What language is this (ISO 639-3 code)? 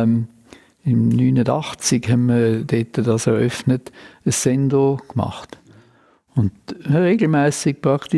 gsw